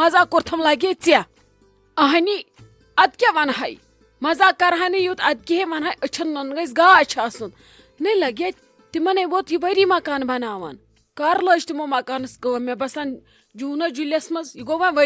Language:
Kashmiri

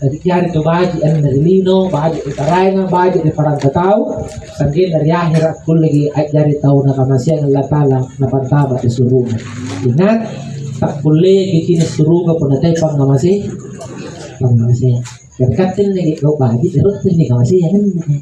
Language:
Makasar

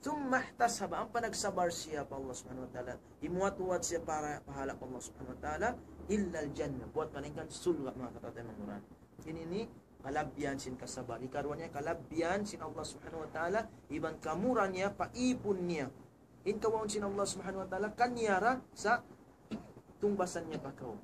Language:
Tausug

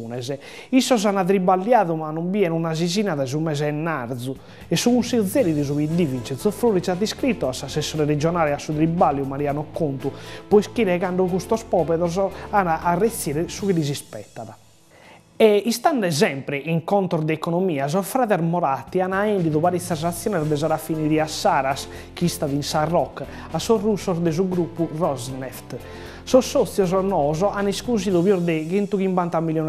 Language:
Sardinian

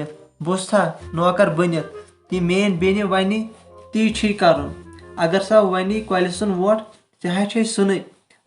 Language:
Kashmiri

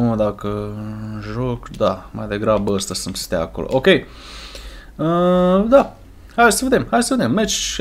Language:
Romanian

